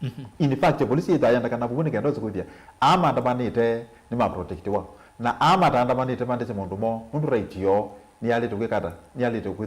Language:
Kamba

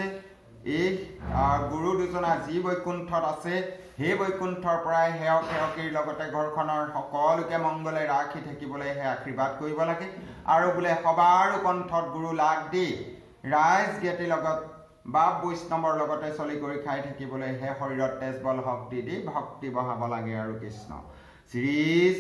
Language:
Assamese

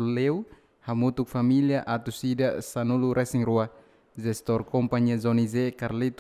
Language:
Tetum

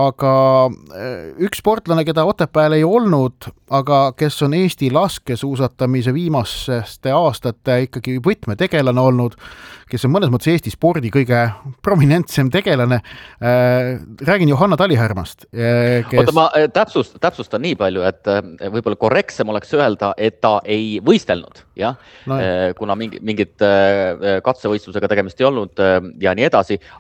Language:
Estonian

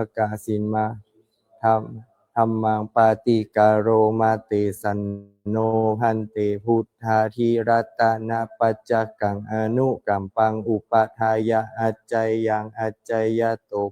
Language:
Pali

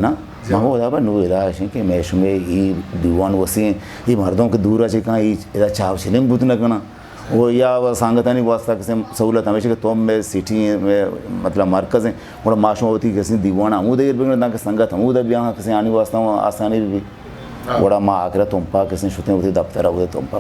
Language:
Eastern Balochi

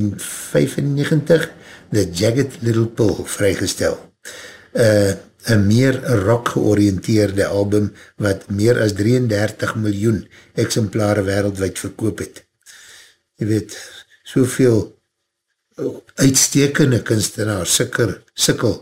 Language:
Afrikaans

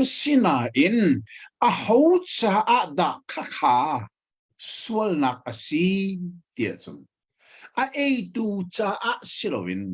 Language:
Hakha Chin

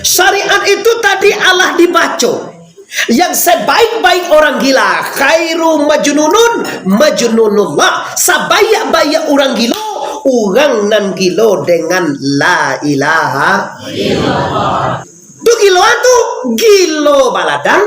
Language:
Minangkabau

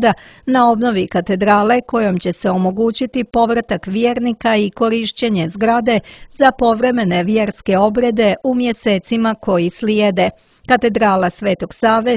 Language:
Croatian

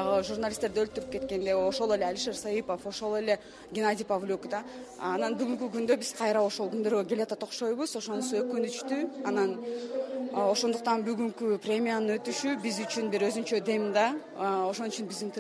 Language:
Kyrgyz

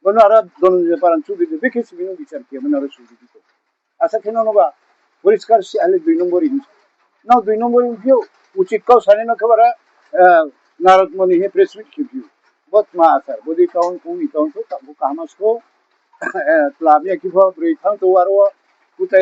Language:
Riang (India)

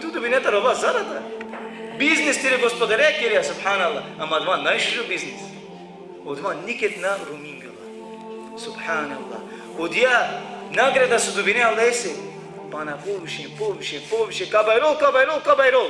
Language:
Balkan Romani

